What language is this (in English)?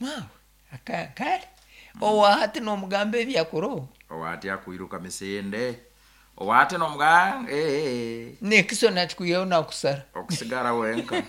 Nyoro